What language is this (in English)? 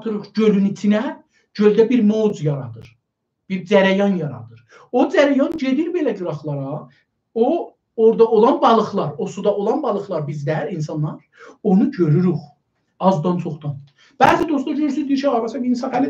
South Azerbaijani